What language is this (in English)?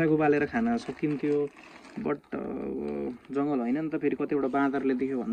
Nepali